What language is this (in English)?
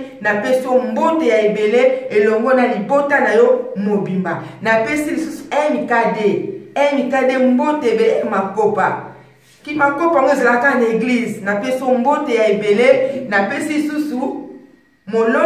Lingala